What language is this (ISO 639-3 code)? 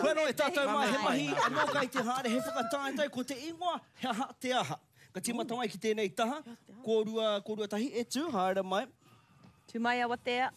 mri